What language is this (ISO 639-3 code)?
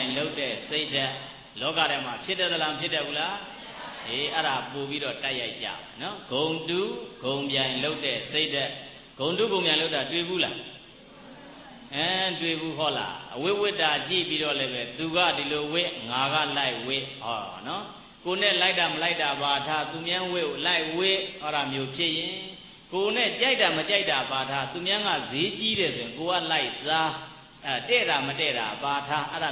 mya